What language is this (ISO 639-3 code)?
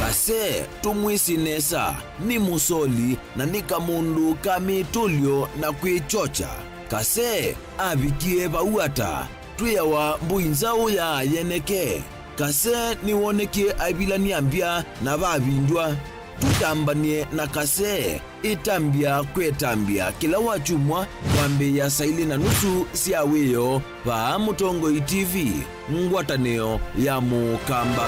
kam